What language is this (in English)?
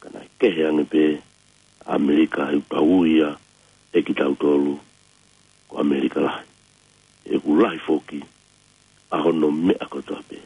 Tongan